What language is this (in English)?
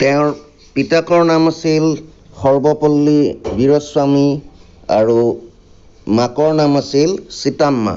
Assamese